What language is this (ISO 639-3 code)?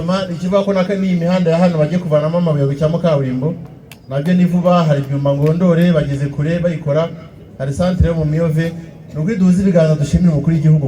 kin